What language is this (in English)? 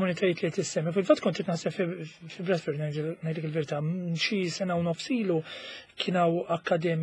Maltese